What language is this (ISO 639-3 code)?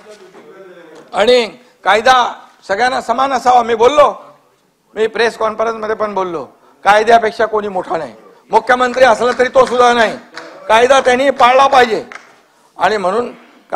mar